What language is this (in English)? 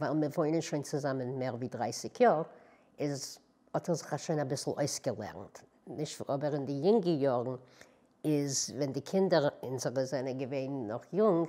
Yiddish